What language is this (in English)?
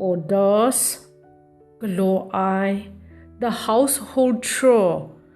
Kachin